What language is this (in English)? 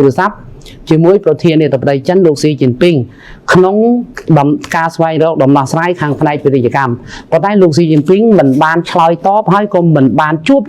Khmer